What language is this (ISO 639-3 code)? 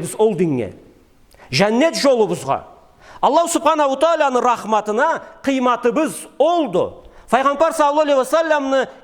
krc